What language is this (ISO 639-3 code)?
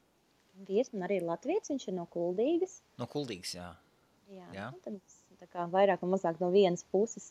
lav